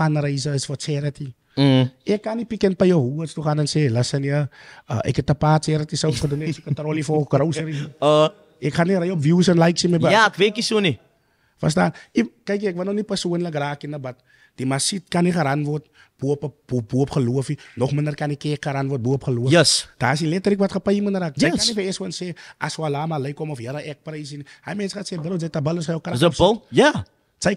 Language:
Afrikaans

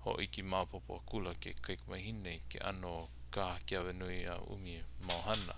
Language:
Hawaiian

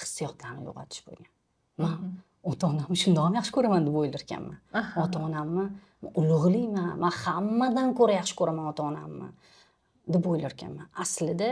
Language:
Uzbek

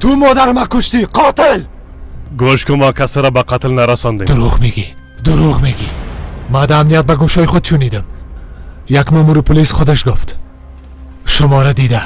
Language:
Persian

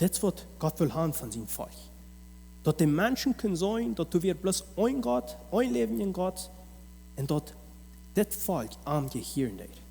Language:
Plautdietsch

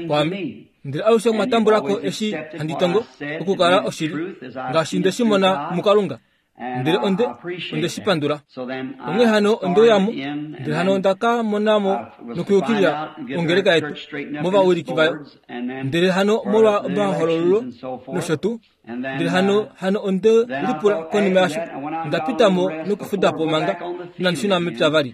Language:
Kuanyama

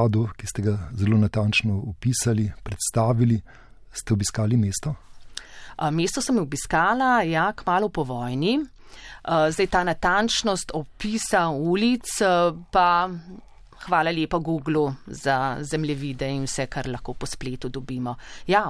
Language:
Slovenian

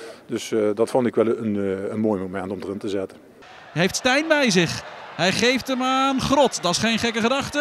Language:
Dutch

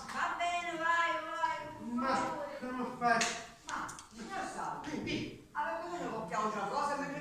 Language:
Sicilian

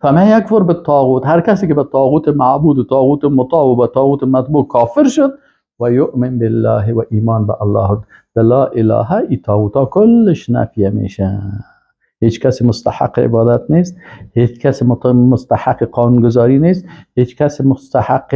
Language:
Persian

